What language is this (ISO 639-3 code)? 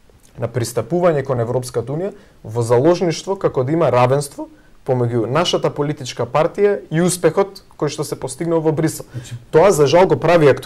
mkd